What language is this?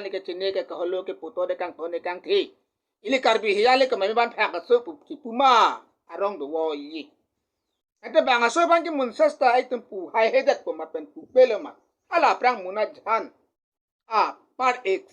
Karbi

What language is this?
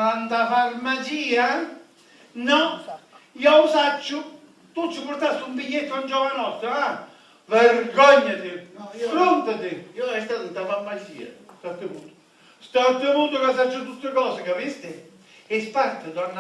Sicilian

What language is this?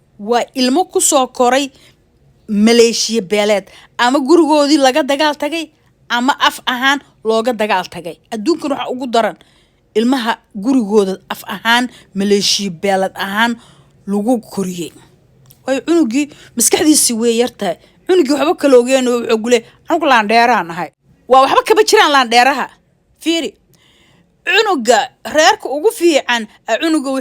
Somali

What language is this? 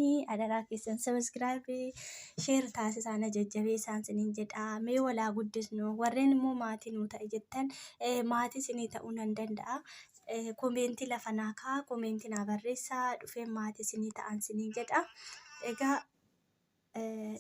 Oromo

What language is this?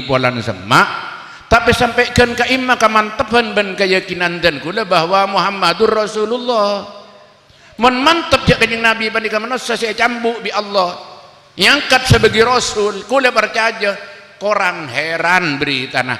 Madurese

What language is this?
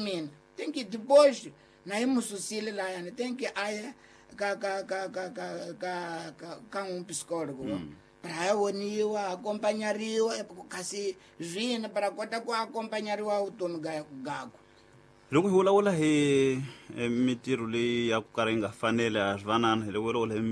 Tsonga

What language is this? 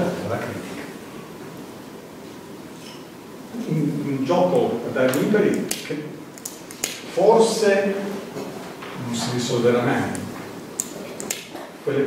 Italian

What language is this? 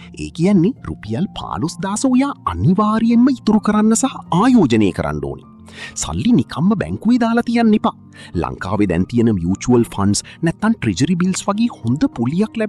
Sinhala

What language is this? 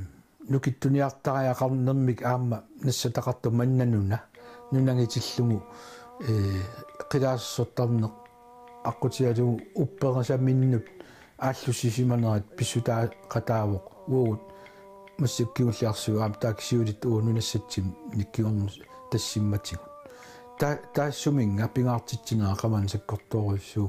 Kalaallisut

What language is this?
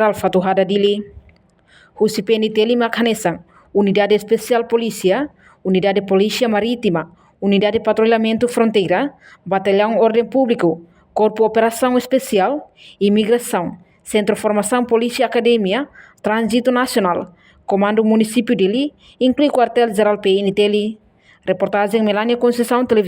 Tetum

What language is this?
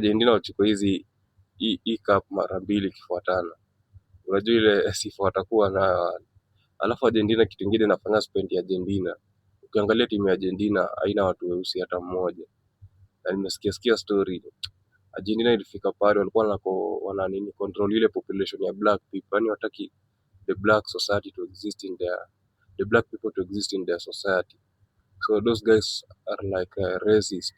Swahili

